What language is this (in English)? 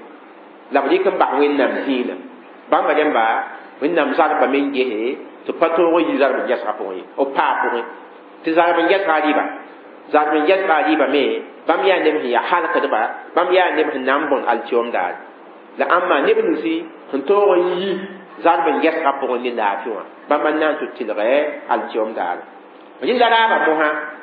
Mossi